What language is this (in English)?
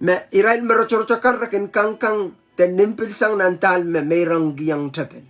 Pohnpeian